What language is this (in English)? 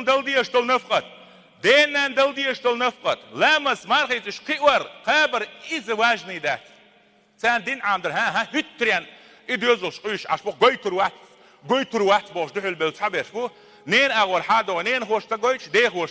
Chechen